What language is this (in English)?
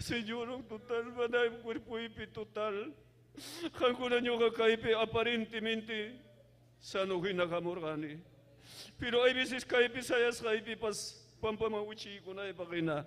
Ayacucho Quechua